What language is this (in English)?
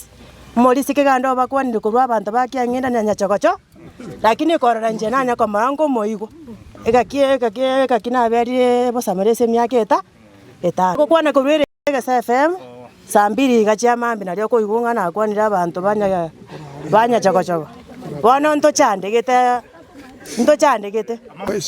Gusii